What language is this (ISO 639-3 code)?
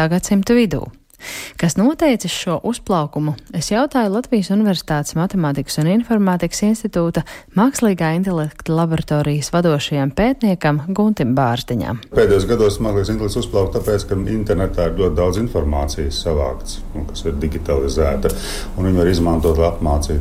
lav